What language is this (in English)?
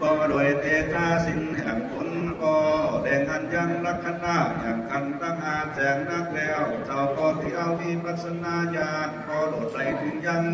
Lü